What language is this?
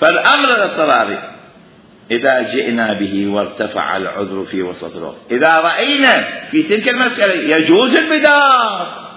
Mesopotamian Arabic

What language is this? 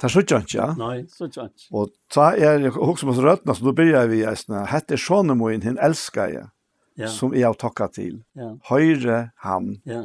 Faroese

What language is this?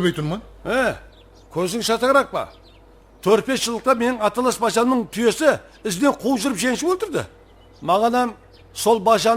Kara-Kalpak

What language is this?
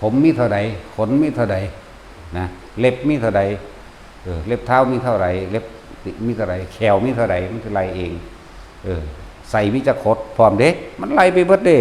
Northeastern Thai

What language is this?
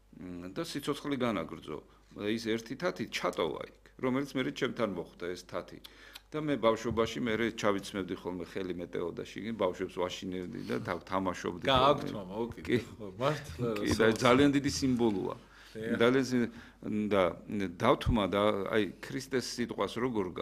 Georgian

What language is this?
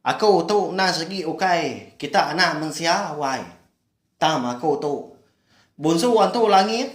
Iban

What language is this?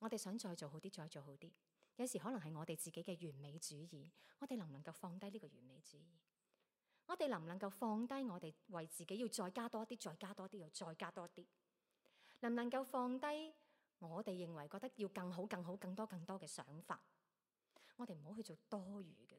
Cantonese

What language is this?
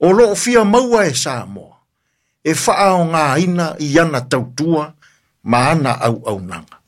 Samoan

